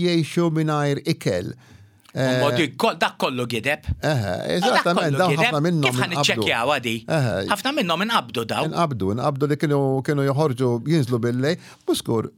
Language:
Maltese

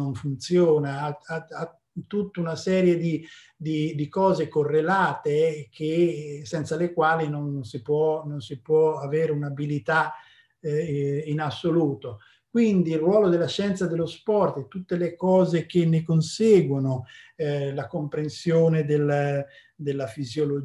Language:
Italian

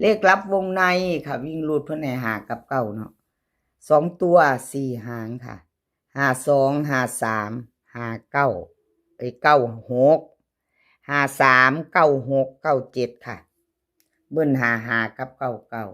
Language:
Northeastern Thai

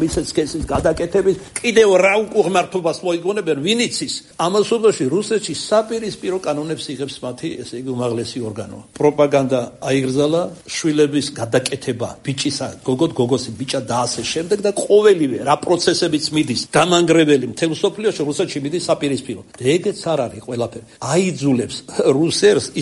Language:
Georgian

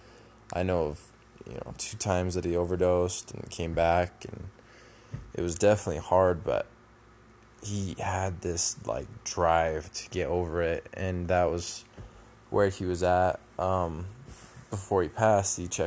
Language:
English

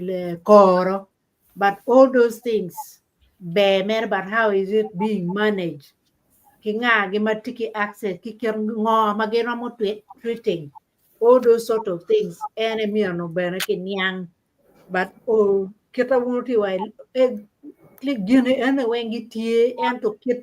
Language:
Acoli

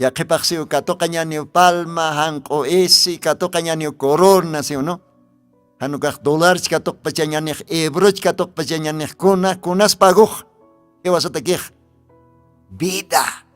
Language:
Aymara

